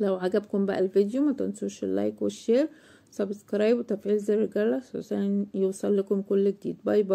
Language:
Egyptian Arabic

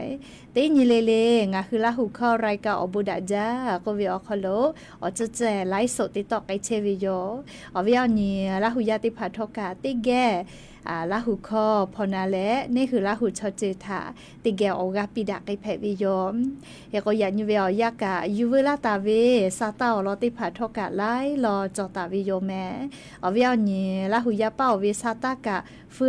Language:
Lahu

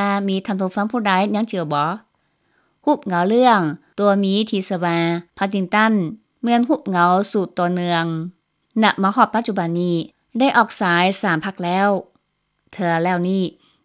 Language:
Lao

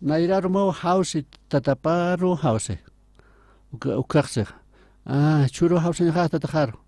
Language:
Aymara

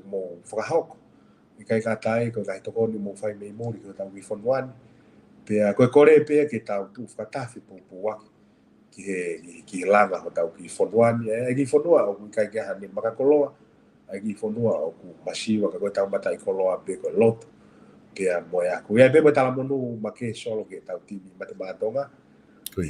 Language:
Tongan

